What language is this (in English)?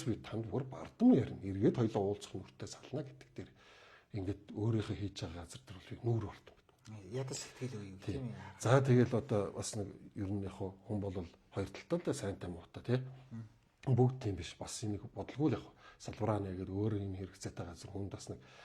Mongolian